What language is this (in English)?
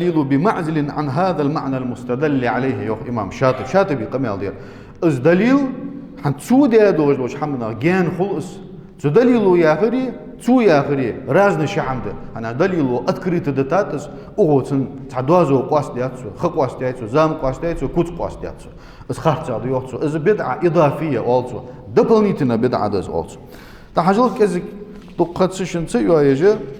Ingush